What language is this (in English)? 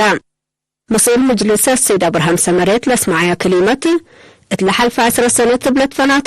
Tigre